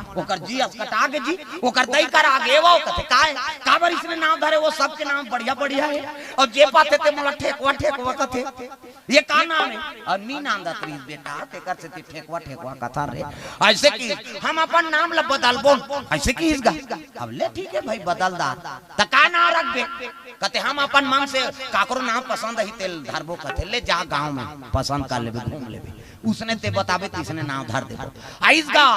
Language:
Chhattisgarhi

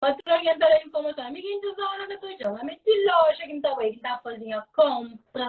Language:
Kabuverdianu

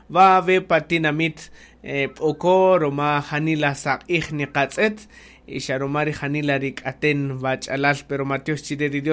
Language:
Kaqchikel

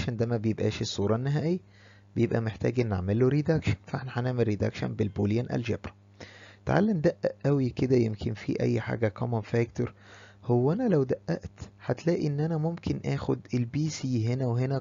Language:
Egyptian Arabic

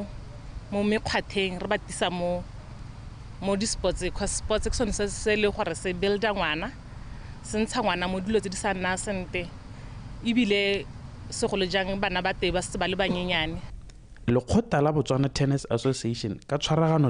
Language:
Tswana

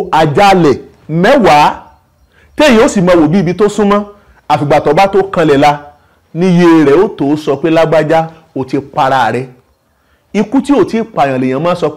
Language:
Yoruba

